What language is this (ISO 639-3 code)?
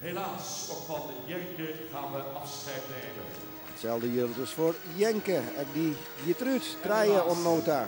fry